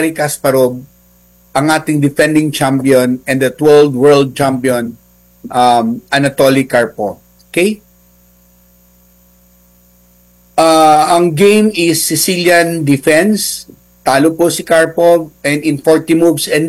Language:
Filipino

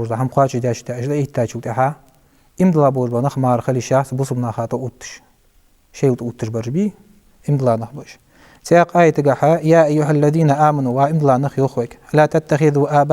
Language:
Ingush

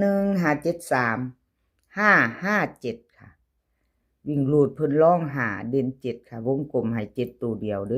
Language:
Northeastern Thai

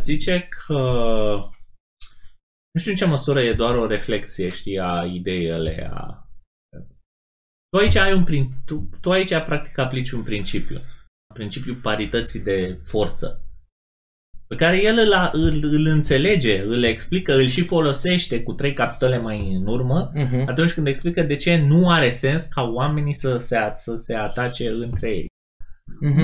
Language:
Romanian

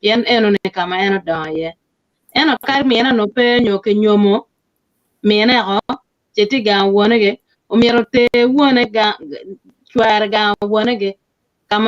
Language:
Acoli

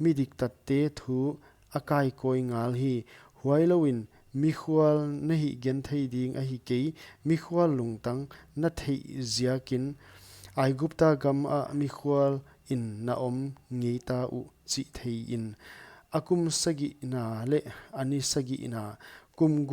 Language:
Paite Chin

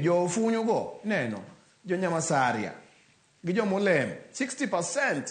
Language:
Luo (Kenya and Tanzania)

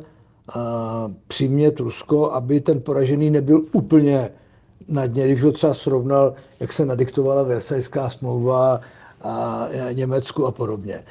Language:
Czech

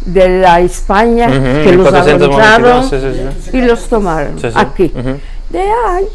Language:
Ladino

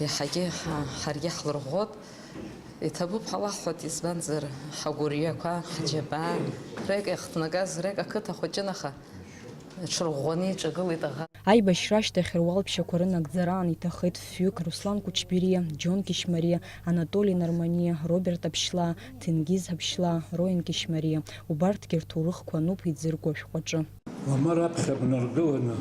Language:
Abkhazian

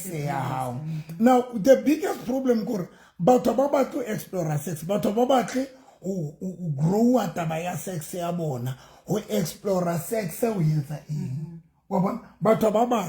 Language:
Southern Sotho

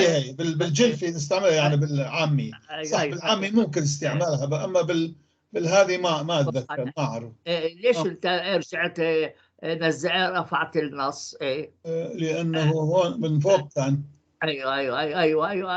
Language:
North Levantine Arabic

